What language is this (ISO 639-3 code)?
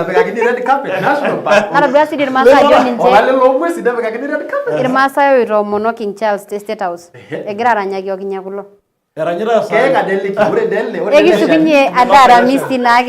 mas